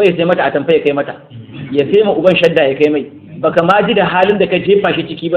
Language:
Hausa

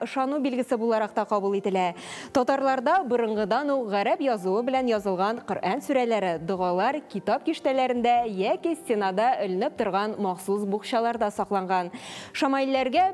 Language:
Tatar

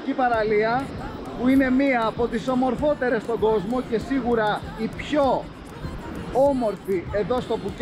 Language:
Greek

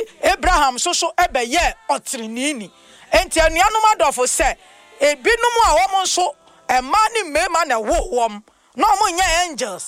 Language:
Akan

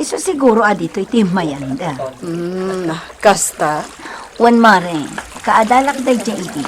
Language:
Iloko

